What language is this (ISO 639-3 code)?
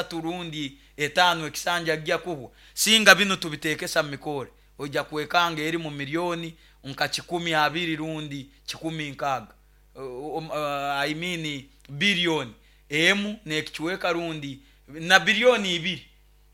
nyo